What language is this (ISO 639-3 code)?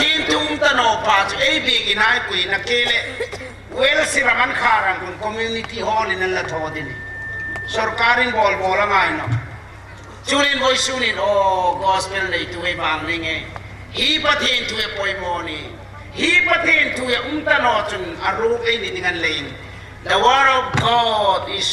hmr